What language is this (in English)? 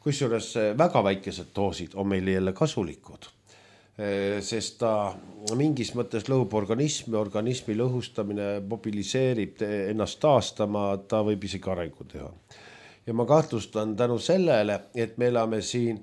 Estonian